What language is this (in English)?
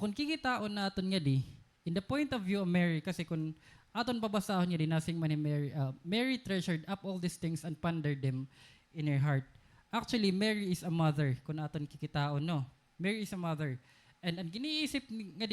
Waray